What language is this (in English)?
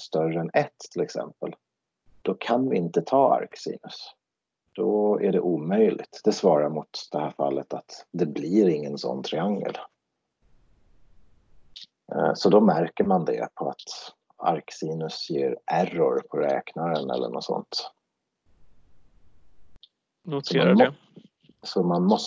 Swedish